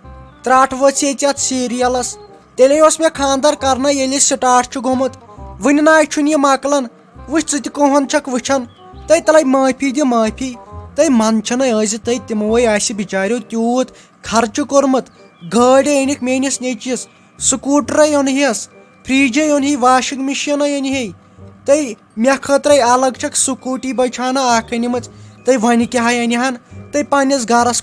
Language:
Kashmiri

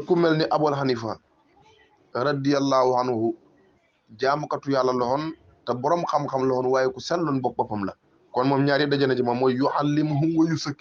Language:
Wolof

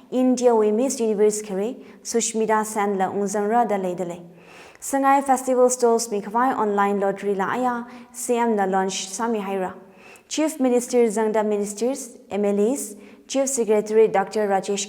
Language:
Tangkhul Naga (India)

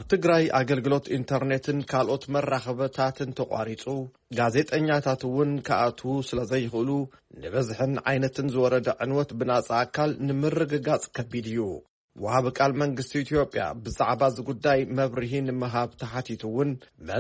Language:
Tigrinya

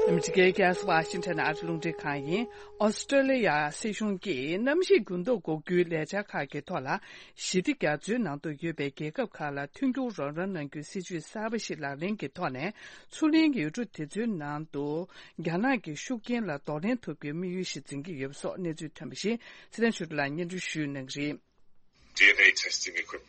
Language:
Tibetan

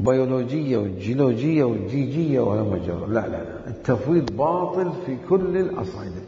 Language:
Mesopotamian Arabic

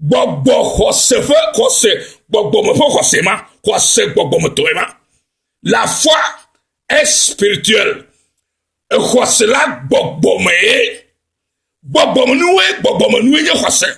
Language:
Ewe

